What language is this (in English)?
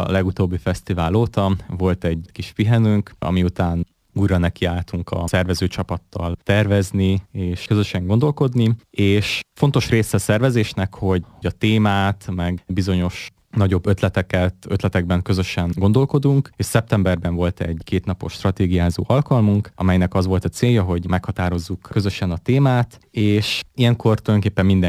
Hungarian